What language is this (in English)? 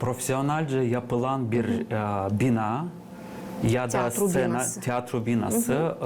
Gagauz